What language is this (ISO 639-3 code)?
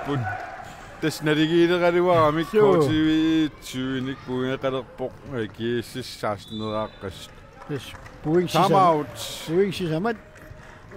kal